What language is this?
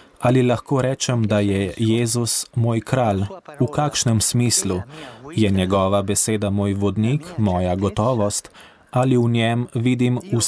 Slovenian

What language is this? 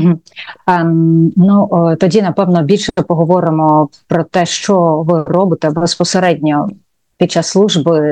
Ukrainian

